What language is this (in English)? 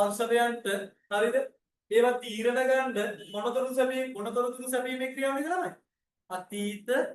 Sinhala